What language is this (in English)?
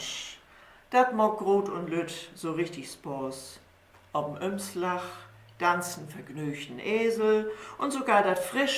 Low German